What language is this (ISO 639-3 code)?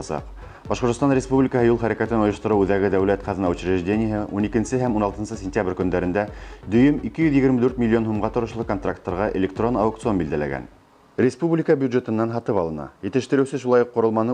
bak